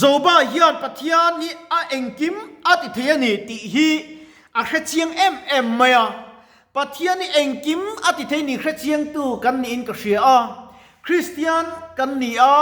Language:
Mizo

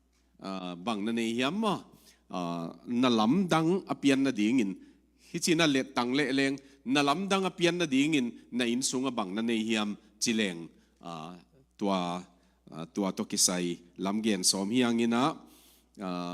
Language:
Tedim Chin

